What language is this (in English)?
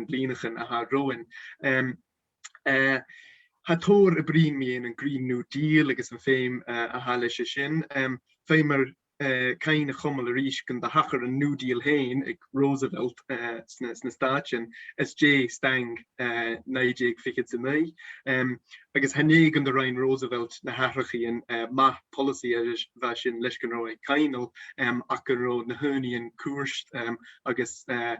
Scottish Gaelic